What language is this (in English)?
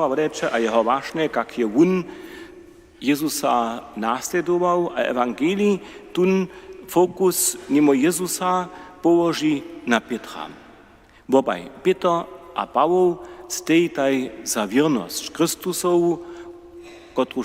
Upper Sorbian